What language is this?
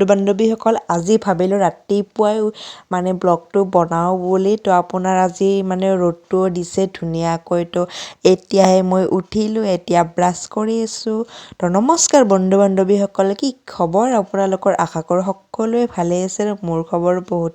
Assamese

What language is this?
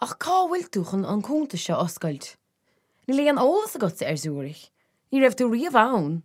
Irish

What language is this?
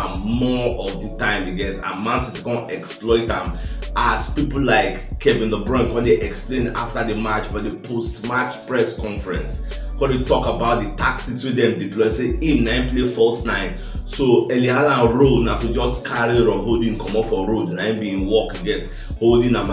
Nigerian Pidgin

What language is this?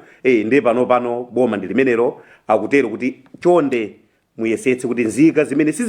Nyanja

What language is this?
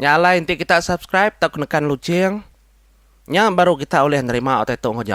Iban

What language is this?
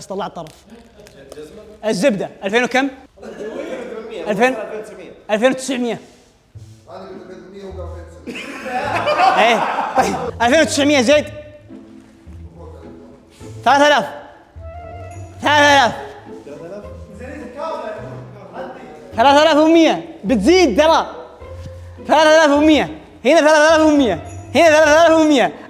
Arabic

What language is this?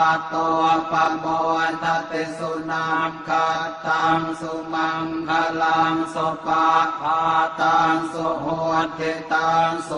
Pali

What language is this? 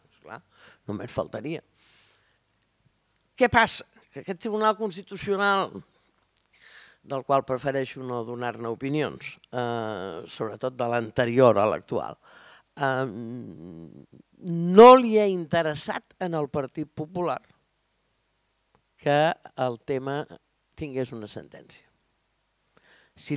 Catalan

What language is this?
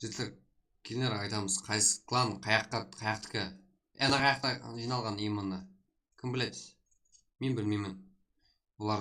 Kara-Kalpak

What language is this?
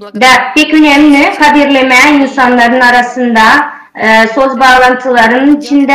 Gagauz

